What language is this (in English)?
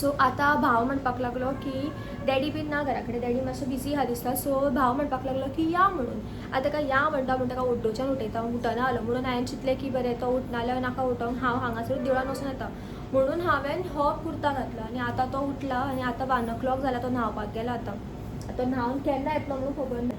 Konkani